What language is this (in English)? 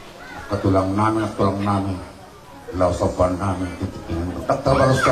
Batak Toba